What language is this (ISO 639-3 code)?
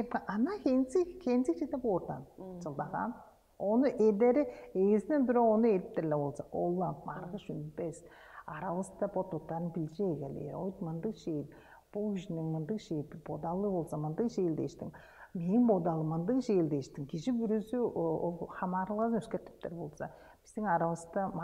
tyv